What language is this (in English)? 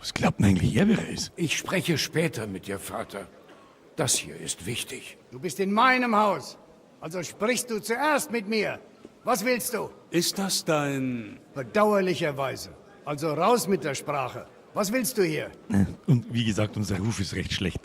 Bavarian